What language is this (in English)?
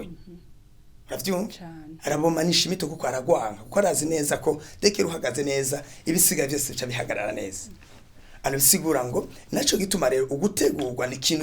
Rundi